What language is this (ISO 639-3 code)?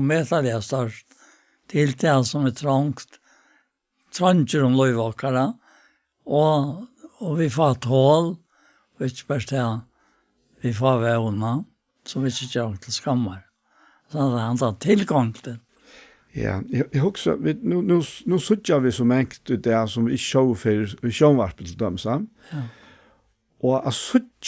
fao